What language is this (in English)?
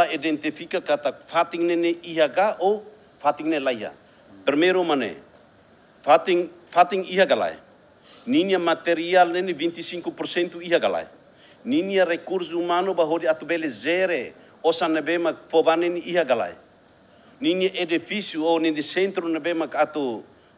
Tetum